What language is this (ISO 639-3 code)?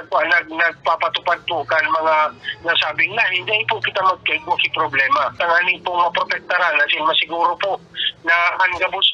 bik